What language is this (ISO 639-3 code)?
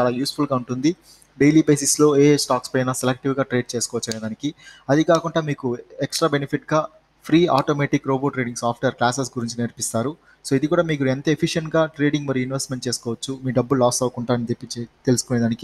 tel